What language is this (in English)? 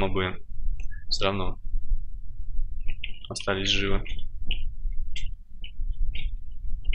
Russian